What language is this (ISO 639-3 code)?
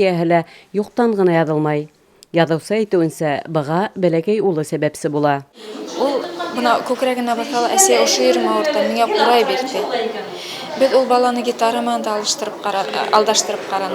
bak